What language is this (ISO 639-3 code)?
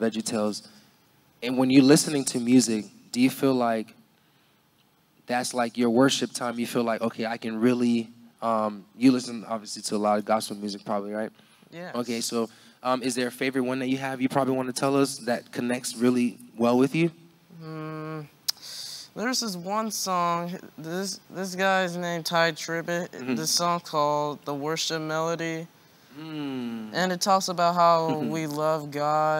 eng